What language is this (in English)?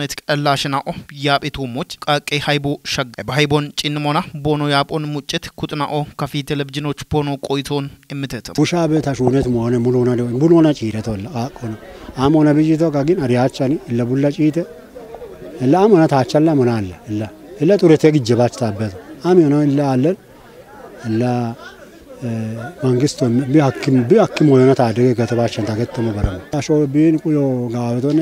Kafa